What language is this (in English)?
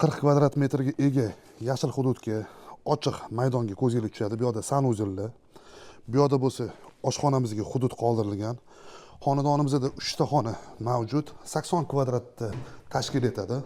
Uzbek